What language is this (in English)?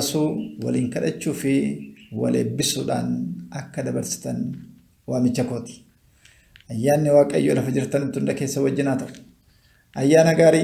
Oromo